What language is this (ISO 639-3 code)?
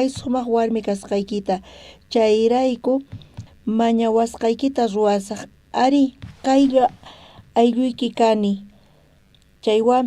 quh